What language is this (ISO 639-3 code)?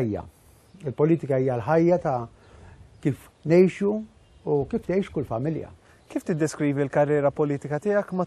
mlt